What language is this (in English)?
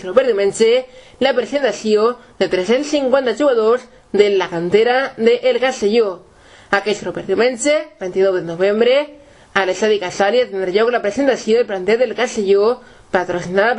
Catalan